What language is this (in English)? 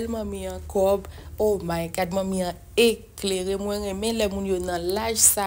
Haitian Creole